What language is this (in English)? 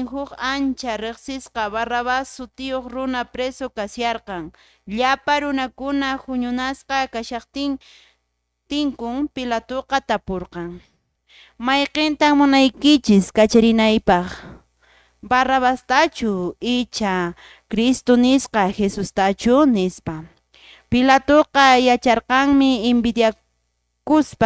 Quechua